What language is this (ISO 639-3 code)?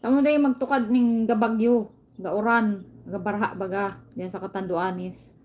bik